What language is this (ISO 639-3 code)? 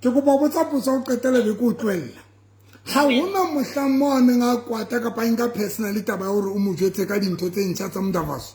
sot